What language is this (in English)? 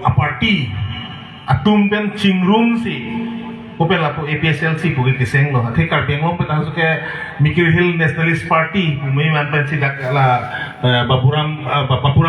Karbi